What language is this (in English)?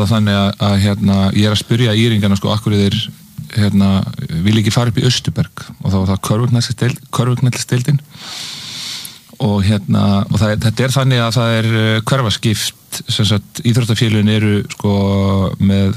Icelandic